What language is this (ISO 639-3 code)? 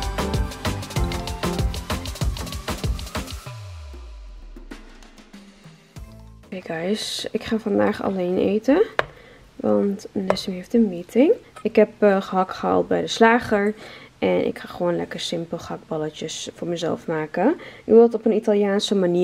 nld